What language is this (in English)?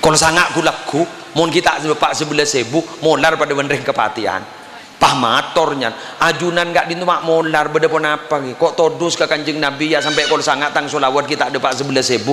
Madurese